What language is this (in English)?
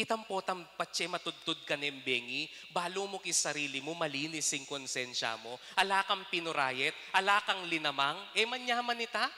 Pampanga